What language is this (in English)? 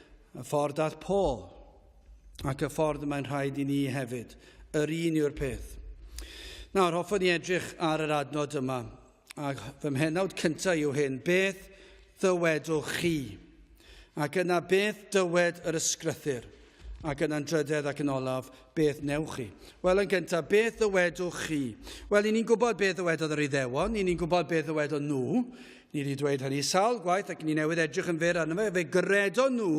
Welsh